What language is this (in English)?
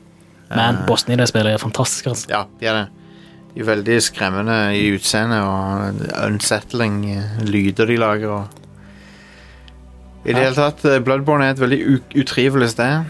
Norwegian